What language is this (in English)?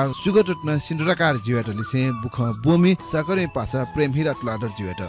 Newari